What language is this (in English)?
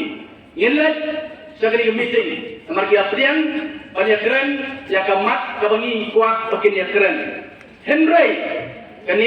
Khasi